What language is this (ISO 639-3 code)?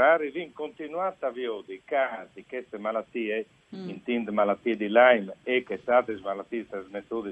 fur